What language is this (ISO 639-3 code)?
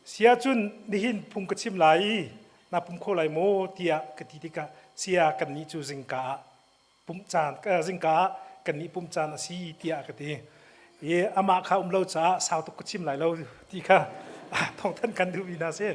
cnh